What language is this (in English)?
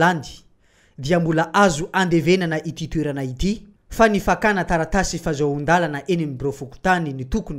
Malagasy